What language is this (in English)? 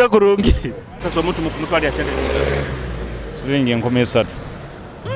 Nyoro